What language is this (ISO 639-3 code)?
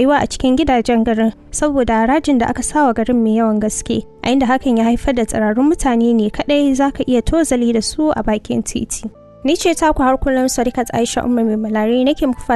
hau